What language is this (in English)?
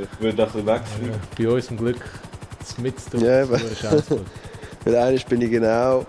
Swiss German